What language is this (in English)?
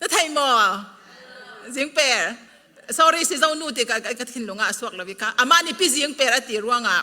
Falam Chin